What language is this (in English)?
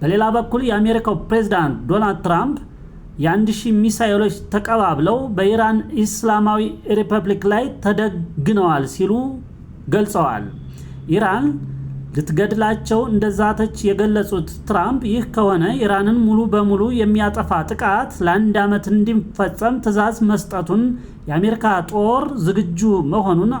Amharic